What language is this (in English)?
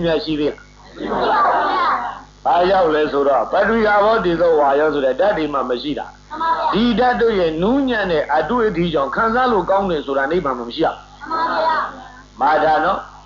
Burmese